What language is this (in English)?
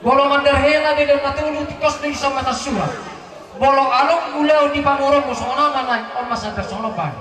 Batak Toba